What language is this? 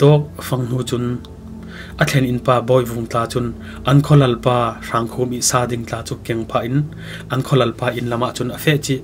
Falam Chin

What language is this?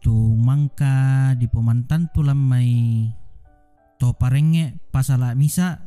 Toraja-Sa'dan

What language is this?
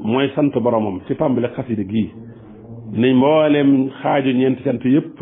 Wolof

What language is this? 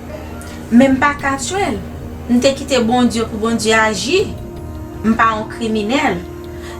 Haitian Creole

